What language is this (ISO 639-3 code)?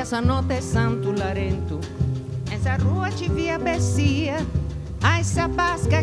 srd